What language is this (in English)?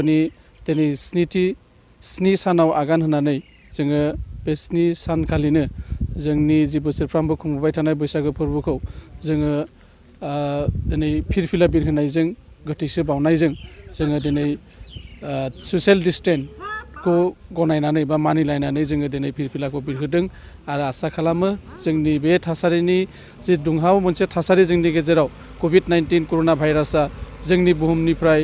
Bodo